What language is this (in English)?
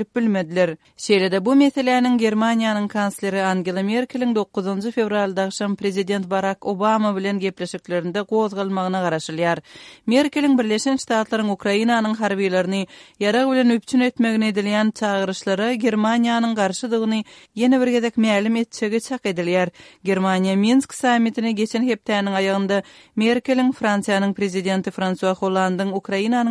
Turkmen